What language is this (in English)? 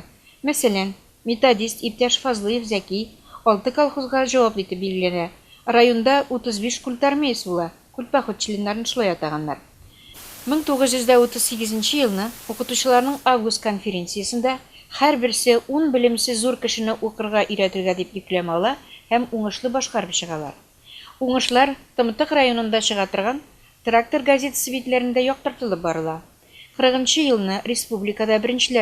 Tatar